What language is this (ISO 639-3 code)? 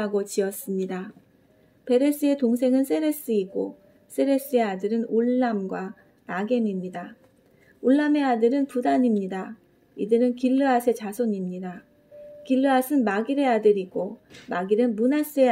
kor